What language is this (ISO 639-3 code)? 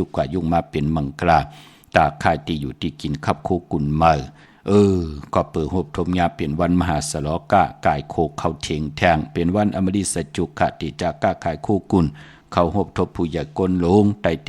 shn